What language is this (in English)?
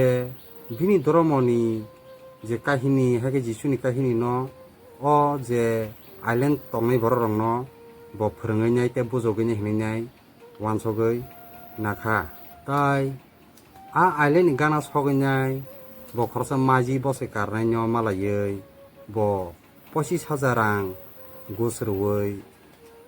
Kok Borok